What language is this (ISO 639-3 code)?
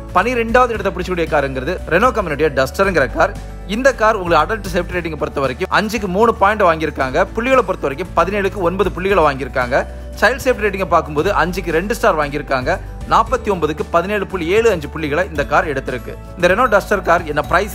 tam